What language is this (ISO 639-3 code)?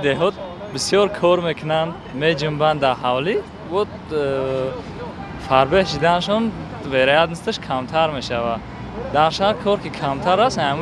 tgk